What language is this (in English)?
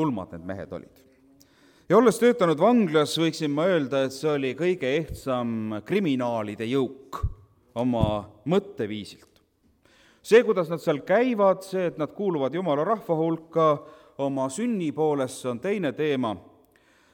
Estonian